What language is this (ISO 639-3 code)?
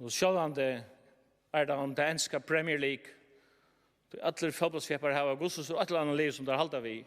fao